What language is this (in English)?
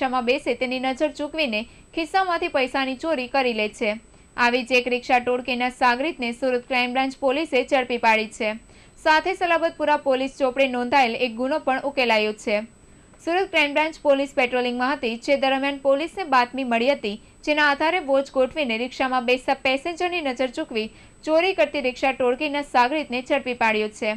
Gujarati